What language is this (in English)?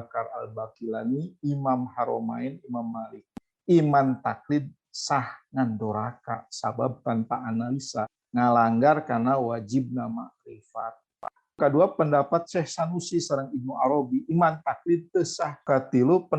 Sundanese